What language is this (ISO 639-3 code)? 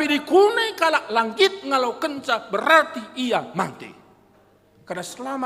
btx